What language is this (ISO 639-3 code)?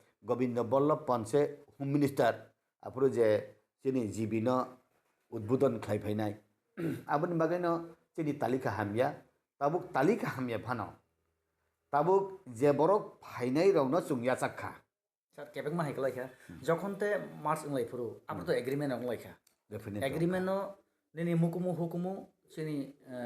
trp